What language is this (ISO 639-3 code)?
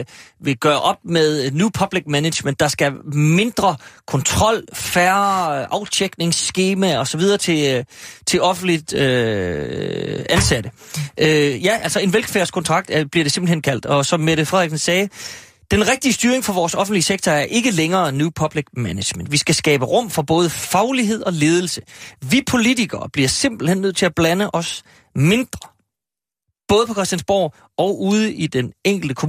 dan